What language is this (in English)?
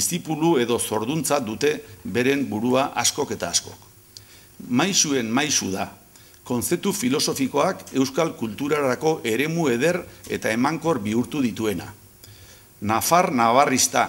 Basque